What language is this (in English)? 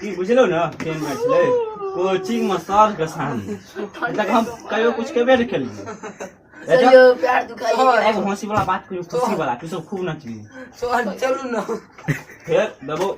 Maithili